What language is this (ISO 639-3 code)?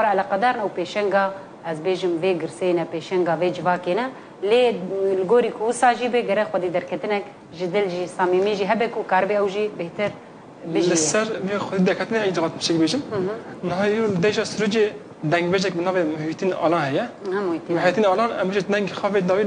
kur